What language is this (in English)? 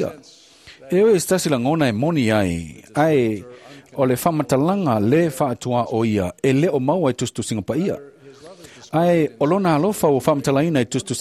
Samoan